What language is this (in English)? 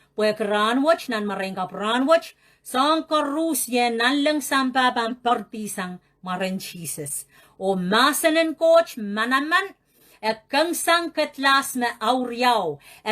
Pohnpeian